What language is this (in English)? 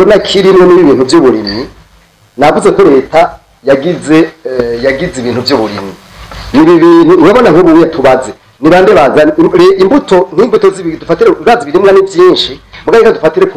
Rundi